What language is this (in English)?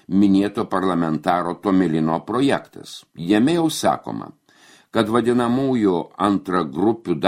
Lithuanian